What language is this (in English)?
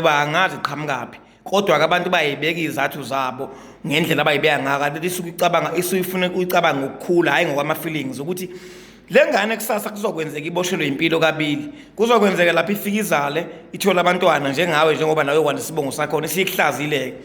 Zulu